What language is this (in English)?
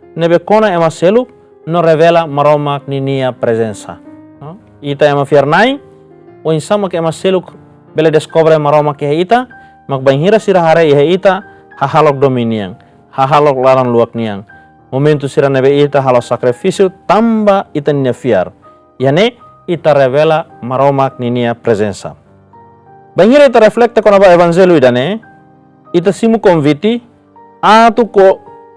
Tetum